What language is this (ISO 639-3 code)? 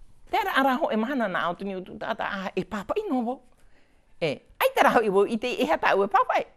tah